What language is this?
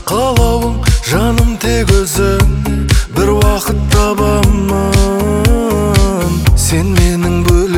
Kazakh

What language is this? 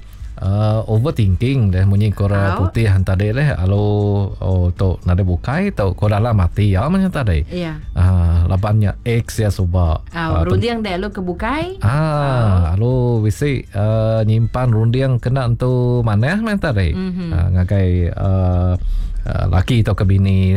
Iban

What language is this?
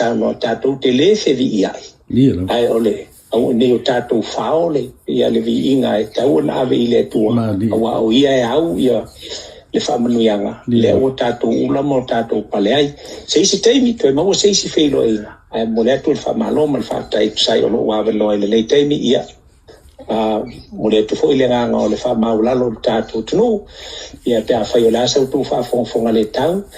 Samoan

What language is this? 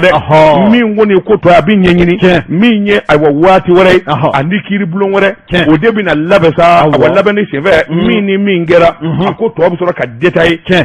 Bambara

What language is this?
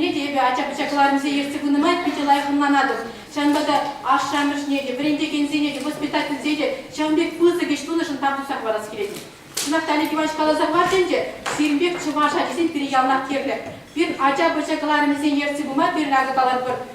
Chuvash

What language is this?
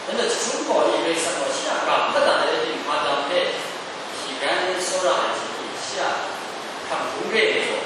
Kachin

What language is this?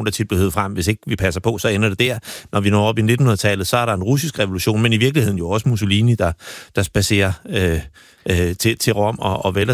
Danish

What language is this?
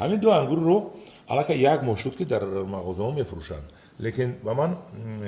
Tajik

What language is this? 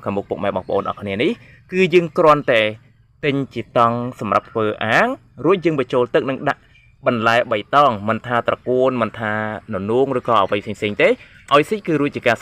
Khmer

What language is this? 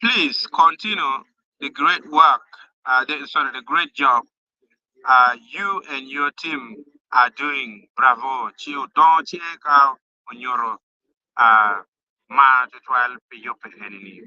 Acoli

